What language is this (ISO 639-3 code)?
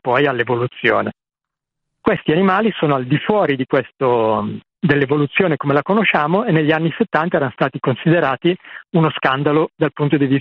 ita